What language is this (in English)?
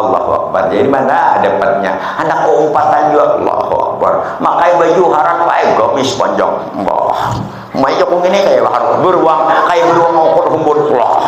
Banjar